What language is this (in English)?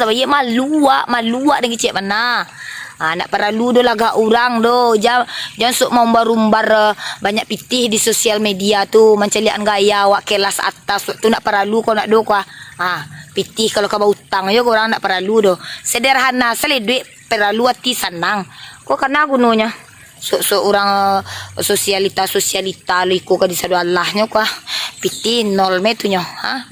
Minangkabau